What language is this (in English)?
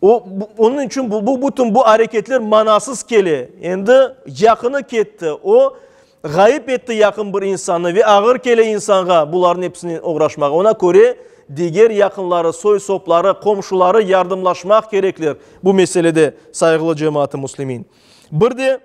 Crimean Tatar